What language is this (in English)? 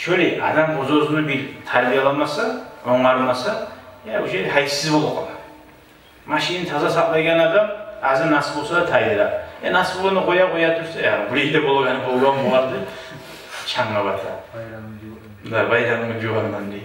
Kumyk